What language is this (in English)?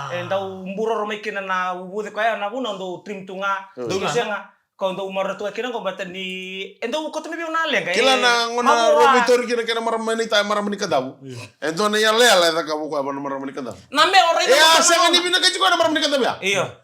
Fijian